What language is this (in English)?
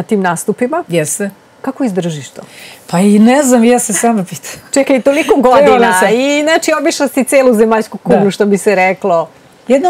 Serbian